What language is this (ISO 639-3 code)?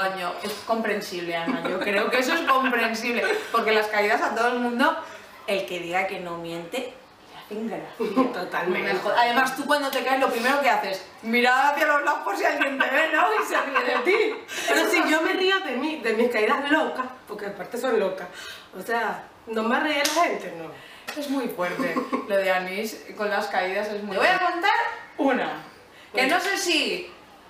spa